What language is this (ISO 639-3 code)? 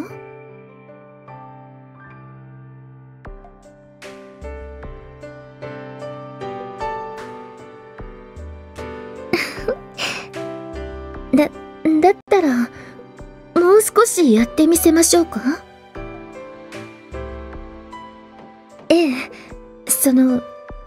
jpn